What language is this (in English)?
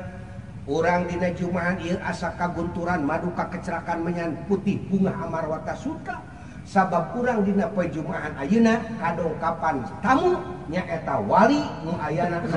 Sundanese